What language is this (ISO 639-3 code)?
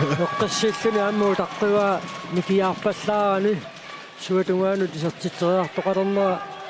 kal